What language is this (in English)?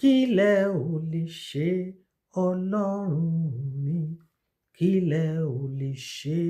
Yoruba